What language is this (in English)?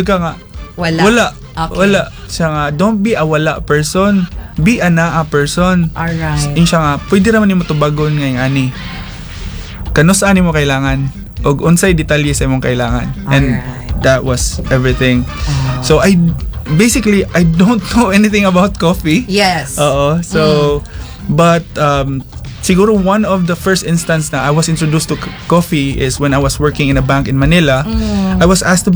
Cebuano